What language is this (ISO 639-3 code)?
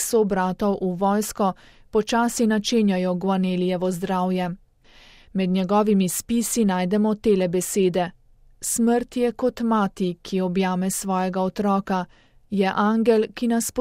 slv